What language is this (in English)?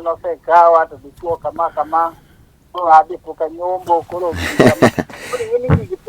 Luo (Kenya and Tanzania)